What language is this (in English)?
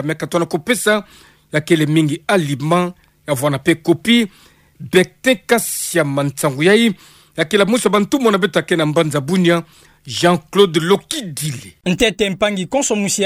Kituba (Democratic Republic of Congo)